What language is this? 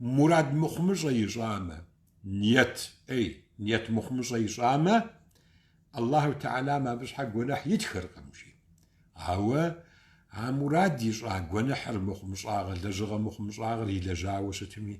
Kabardian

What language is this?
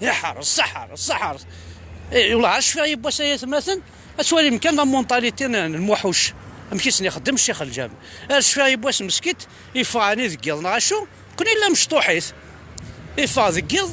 Kabyle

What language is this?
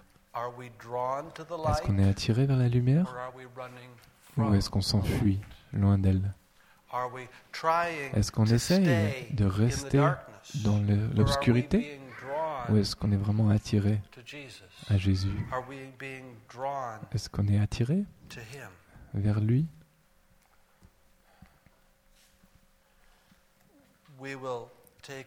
French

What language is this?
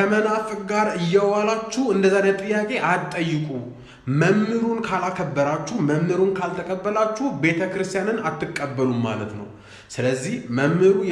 Amharic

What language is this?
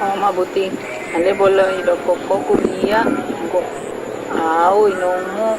Batak Toba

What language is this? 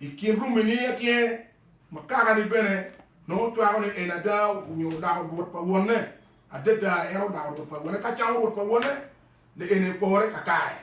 Acoli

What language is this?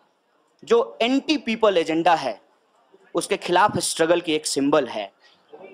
Hindi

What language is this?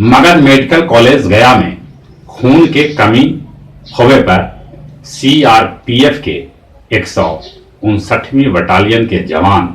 Magahi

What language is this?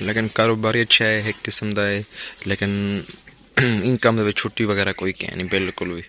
Saraiki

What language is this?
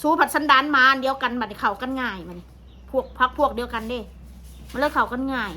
Northeastern Thai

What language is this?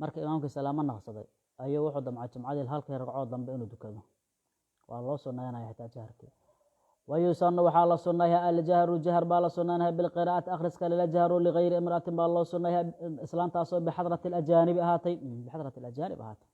Somali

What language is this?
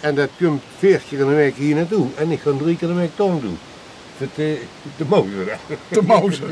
Limburgish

